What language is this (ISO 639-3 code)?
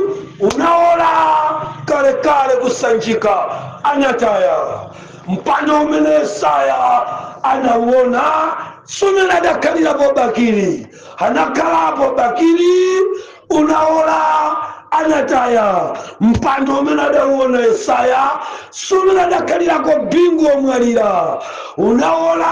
nya